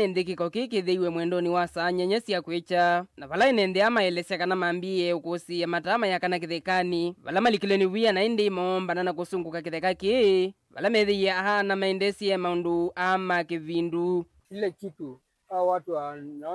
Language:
Kamba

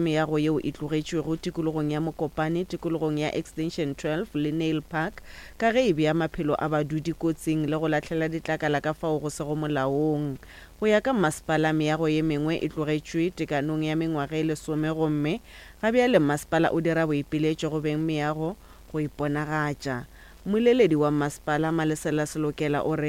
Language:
Northern Sotho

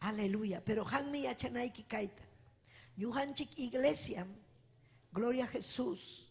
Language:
Ayacucho Quechua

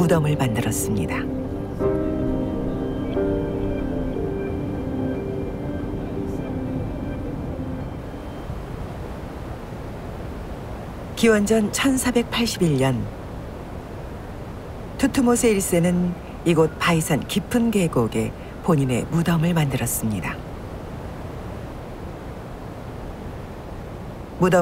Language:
Korean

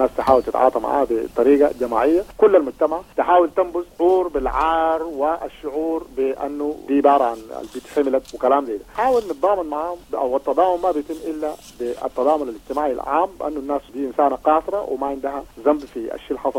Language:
Sudanese Arabic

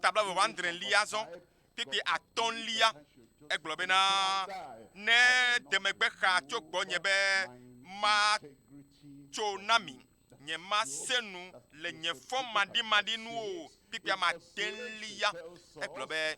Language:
Ewe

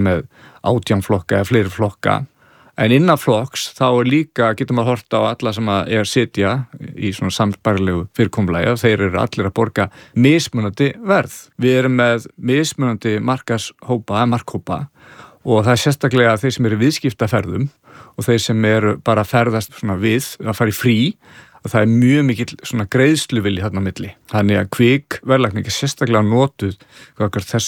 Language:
Icelandic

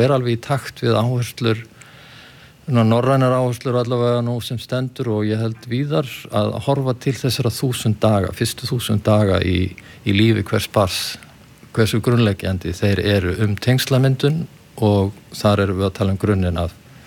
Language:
Icelandic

